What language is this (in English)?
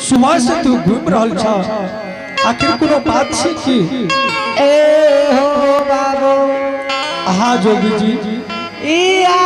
Angika